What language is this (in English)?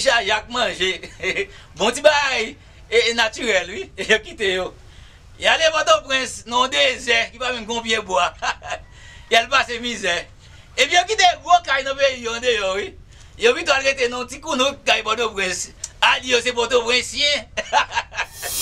Haitian Creole